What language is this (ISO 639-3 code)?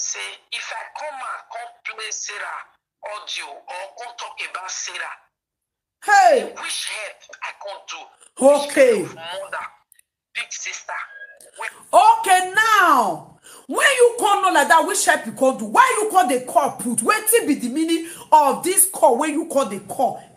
pcm